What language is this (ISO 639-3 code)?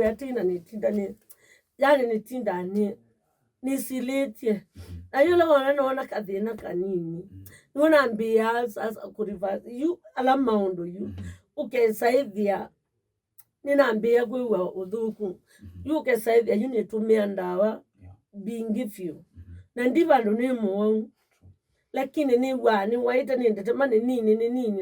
kam